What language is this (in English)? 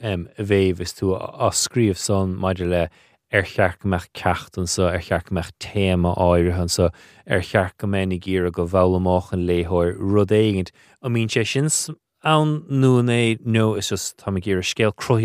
Irish